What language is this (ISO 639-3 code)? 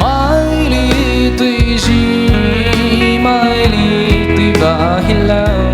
pmx